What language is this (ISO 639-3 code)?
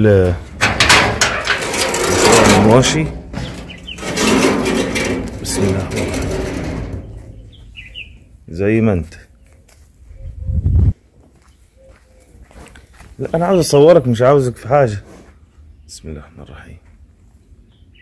arz